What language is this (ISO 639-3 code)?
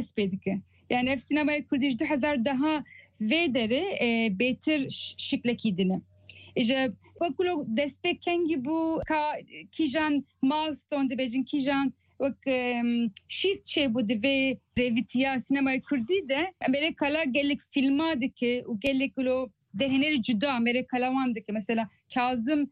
kur